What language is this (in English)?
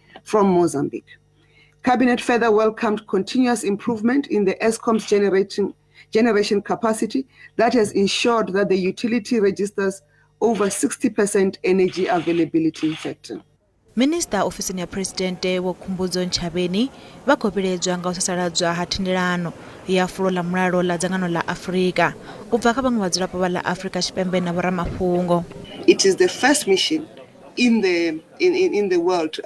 Venda